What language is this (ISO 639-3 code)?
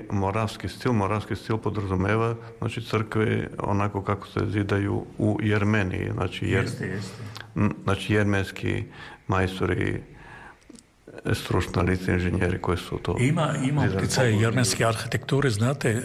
srp